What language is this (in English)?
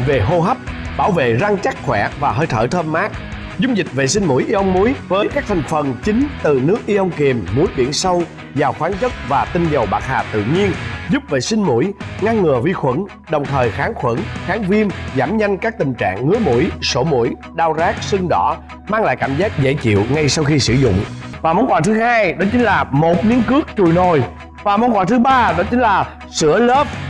Vietnamese